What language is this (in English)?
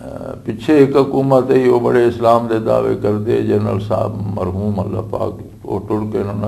Western Panjabi